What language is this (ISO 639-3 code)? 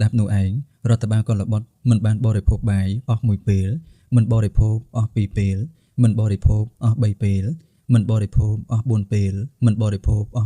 khm